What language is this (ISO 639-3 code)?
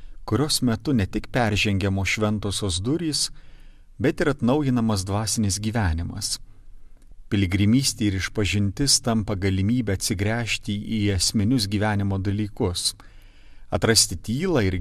lit